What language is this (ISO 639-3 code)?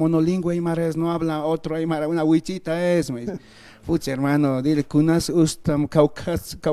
aym